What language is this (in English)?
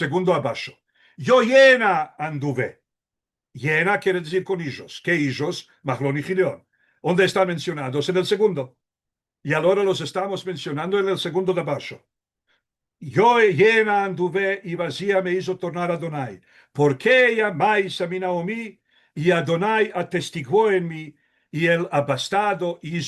Ladino